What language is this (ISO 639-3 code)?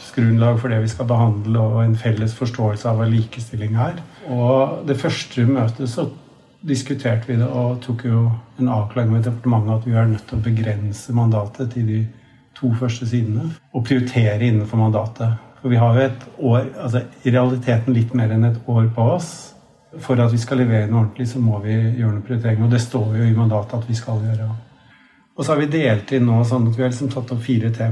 nor